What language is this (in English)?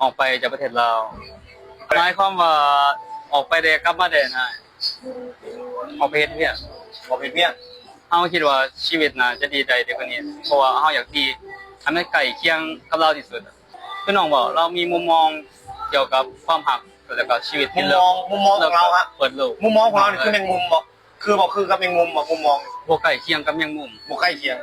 Lao